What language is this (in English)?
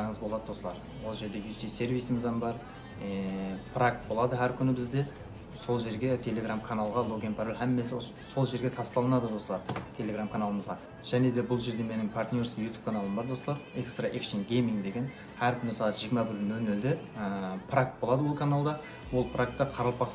Kara-Kalpak